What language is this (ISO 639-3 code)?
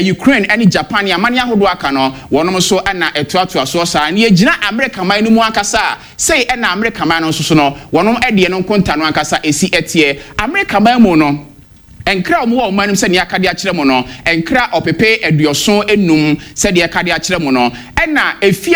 aka